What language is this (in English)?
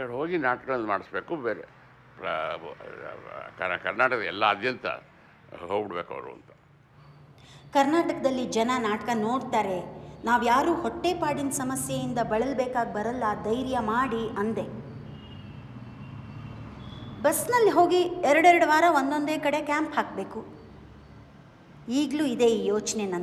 Kannada